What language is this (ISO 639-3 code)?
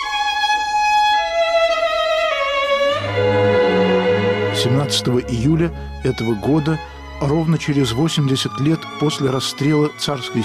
rus